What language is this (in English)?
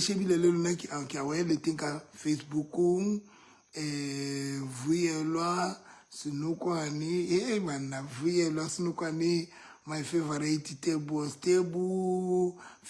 Southern Sotho